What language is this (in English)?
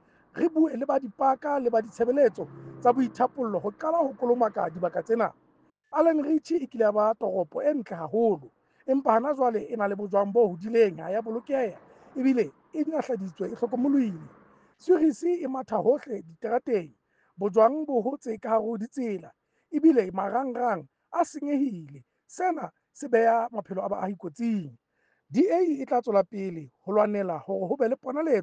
Southern Sotho